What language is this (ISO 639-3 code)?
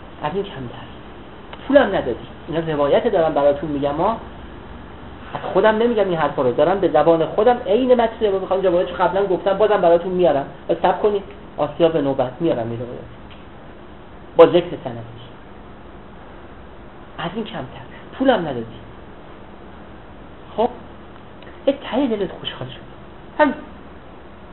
fas